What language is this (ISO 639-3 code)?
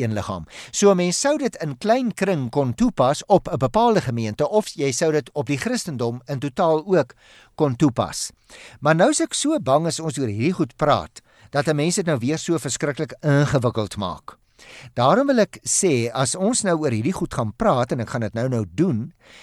afr